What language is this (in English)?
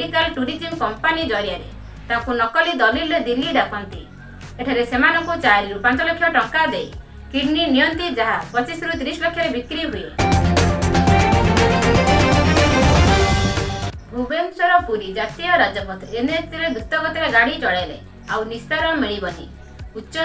Odia